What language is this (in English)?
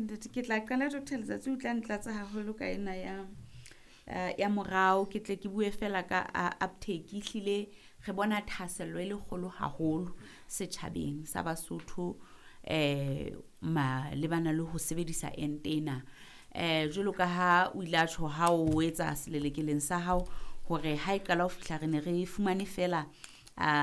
Southern Sotho